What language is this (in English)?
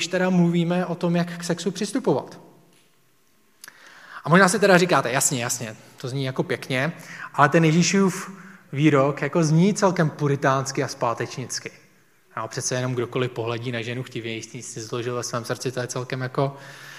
Czech